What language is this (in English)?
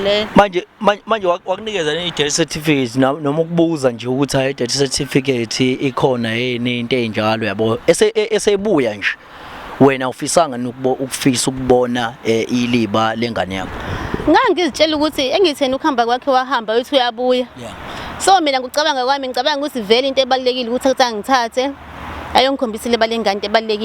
Zulu